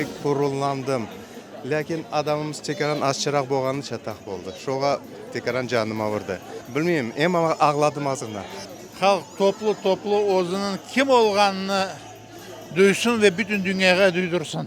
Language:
Crimean Tatar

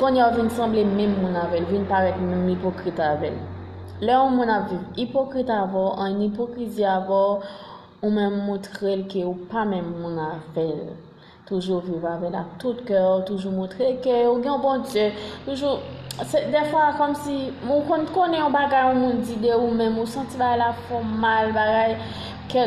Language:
Haitian Creole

